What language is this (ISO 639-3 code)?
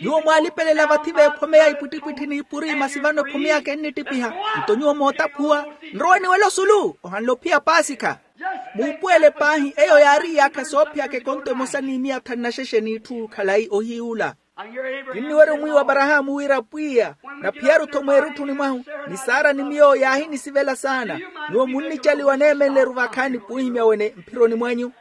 vmw